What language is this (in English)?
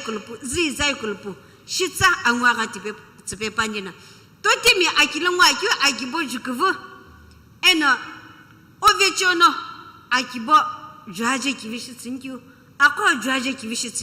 Sumi Naga